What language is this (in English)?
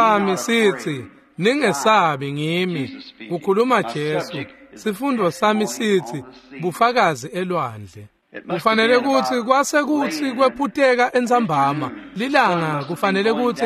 Swati